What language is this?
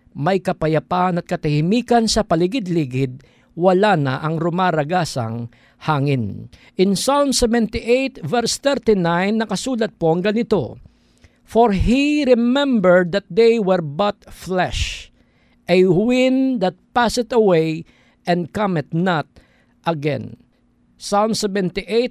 Filipino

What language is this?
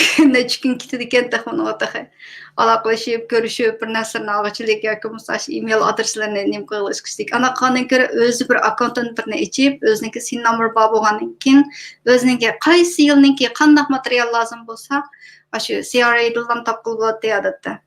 Uyghur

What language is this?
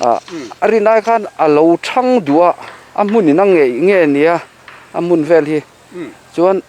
Mizo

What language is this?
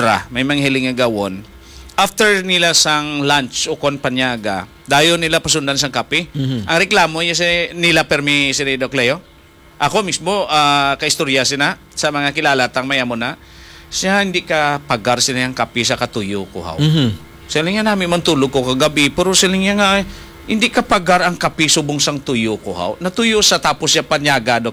Hiligaynon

